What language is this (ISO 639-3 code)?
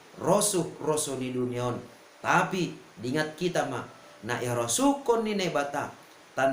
bts